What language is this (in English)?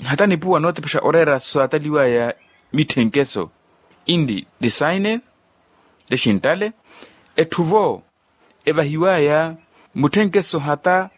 Makhuwa